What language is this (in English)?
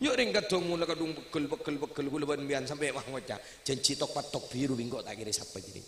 Madurese